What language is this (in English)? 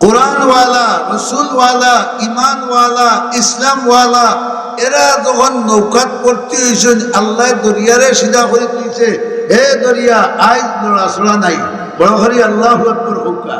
Sylheti